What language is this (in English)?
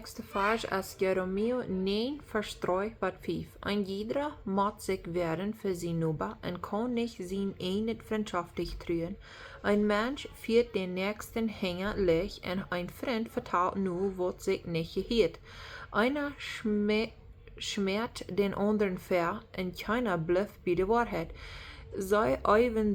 Plautdietsch